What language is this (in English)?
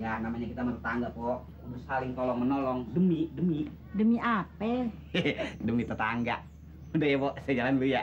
Betawi